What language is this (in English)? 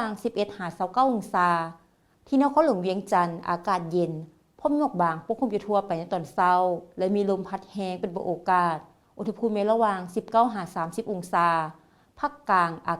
Lao